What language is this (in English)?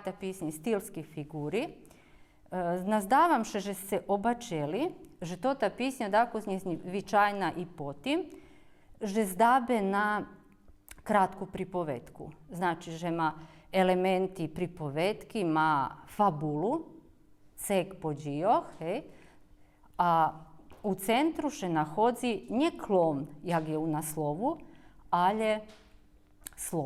Rusyn